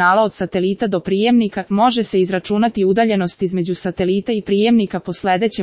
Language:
Serbian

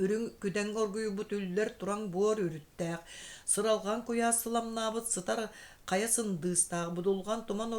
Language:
Yakut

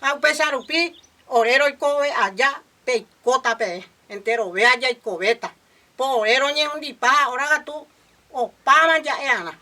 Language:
Guarani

